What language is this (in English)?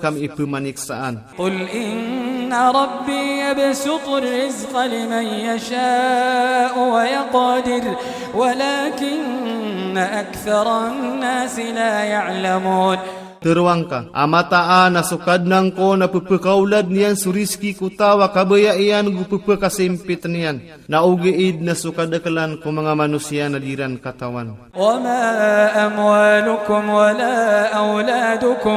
Iranun (Philippines)